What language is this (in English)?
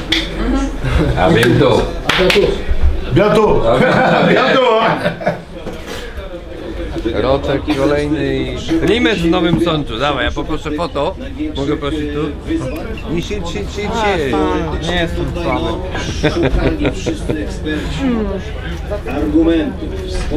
Polish